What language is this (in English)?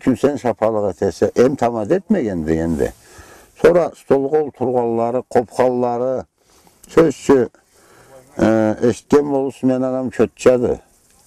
Karachay-Balkar